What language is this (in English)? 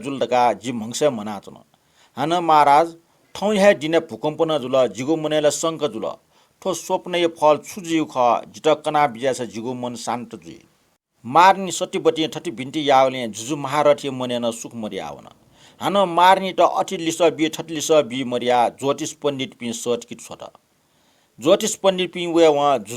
Newari